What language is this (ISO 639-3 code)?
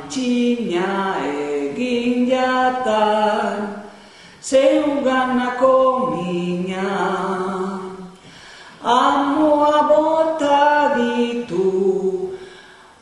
eus